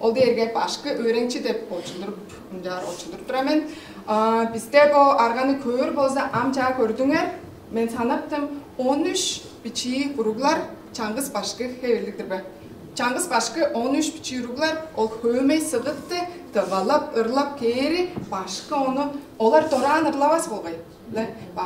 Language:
Tuvinian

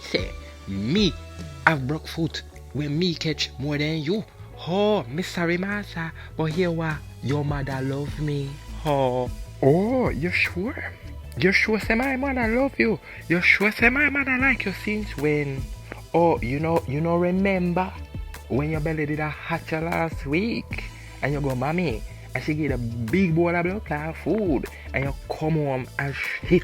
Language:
Jamaican Creole English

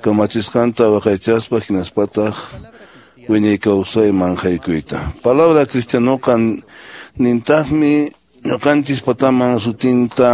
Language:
Quechua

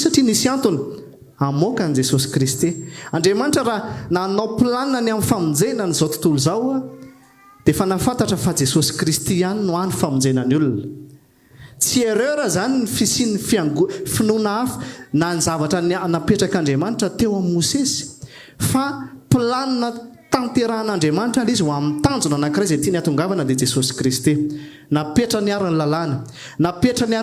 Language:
Malagasy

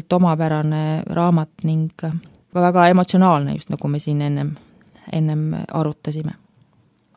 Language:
Estonian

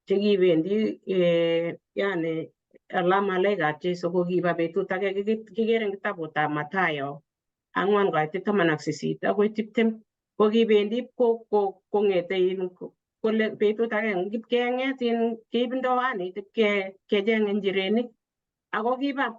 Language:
Kalenjin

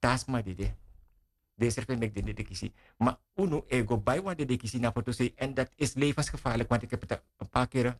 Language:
Sranan Tongo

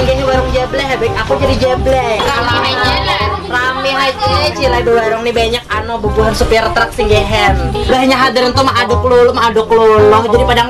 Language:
Banjar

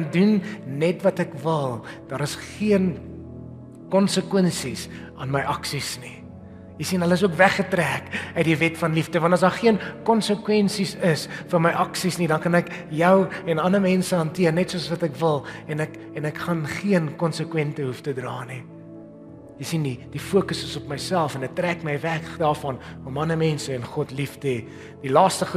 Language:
Afrikaans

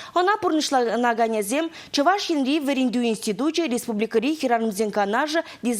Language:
Chuvash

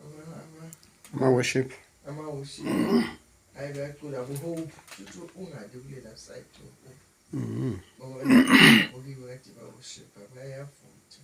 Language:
Zulu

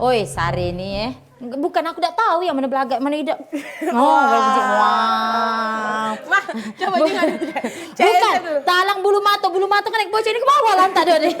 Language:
Musi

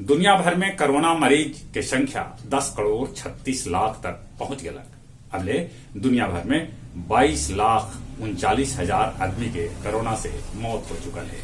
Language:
Magahi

